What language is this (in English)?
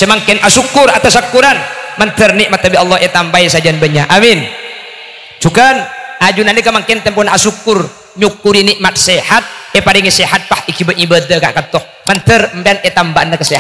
Madurese